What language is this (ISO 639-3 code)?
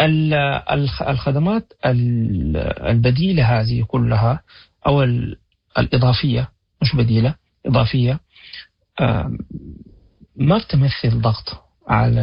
apd